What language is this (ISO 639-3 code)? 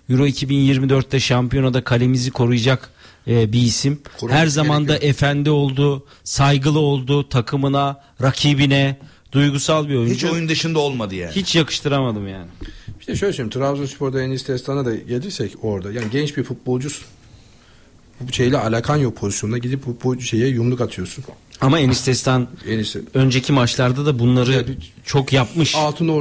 tur